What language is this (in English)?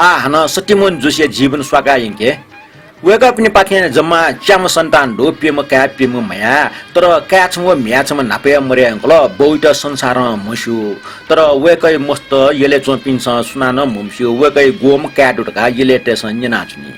Newari